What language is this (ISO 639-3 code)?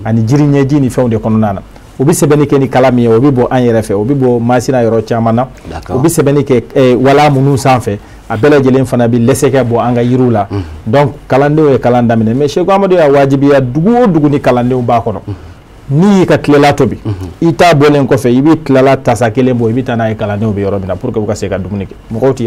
bam